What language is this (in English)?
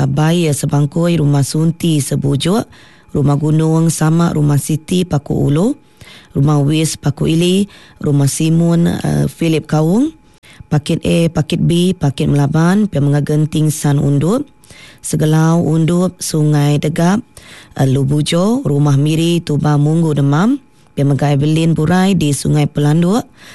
Iban